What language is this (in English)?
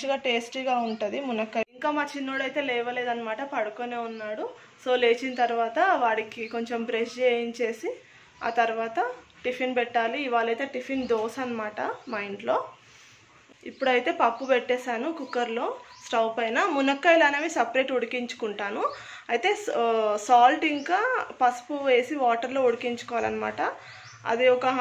Telugu